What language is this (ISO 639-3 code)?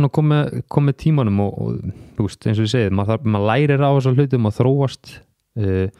isl